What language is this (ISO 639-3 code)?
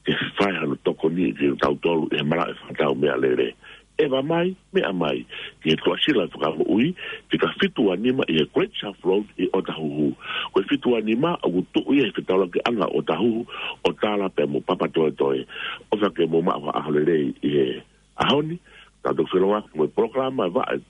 ton